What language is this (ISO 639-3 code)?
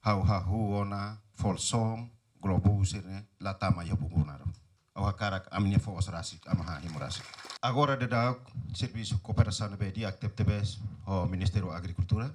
tet